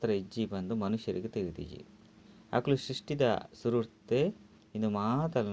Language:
Tulu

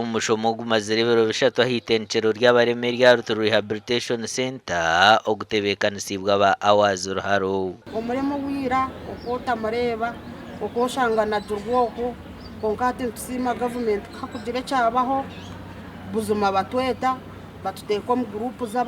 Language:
Nyankole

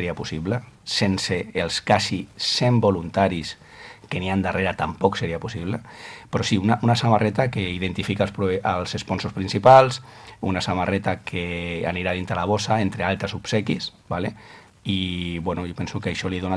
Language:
Catalan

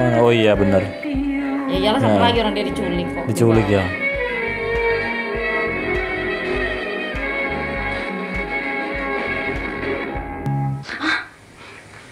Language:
Indonesian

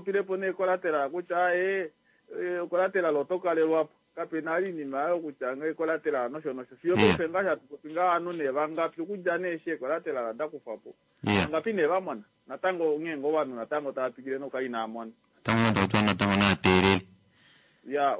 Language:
Kuanyama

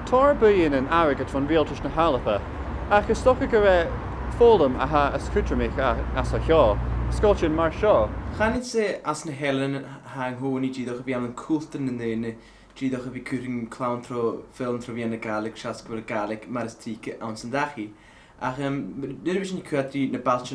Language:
Scottish Gaelic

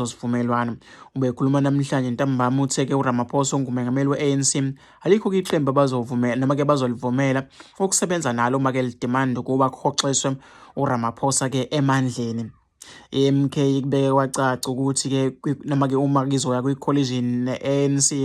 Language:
Zulu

